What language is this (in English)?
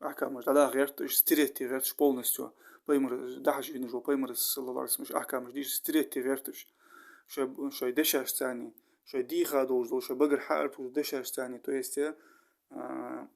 Ingush